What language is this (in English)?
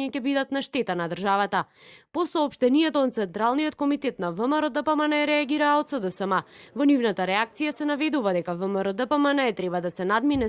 Macedonian